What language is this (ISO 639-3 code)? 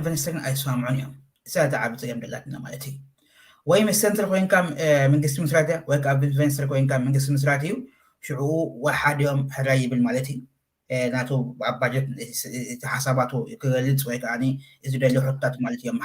tir